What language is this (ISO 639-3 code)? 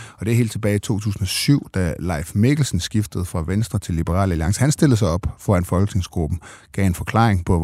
dan